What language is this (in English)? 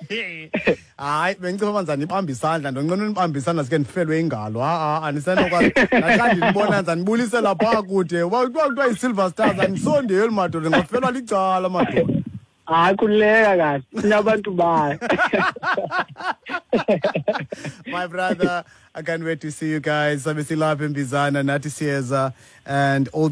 Xhosa